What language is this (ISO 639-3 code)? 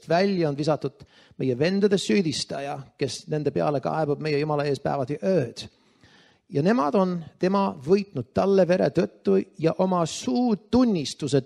est